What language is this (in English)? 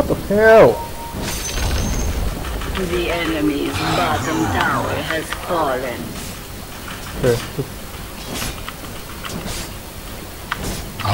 Chinese